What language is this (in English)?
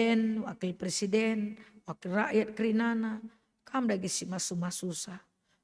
Batak Karo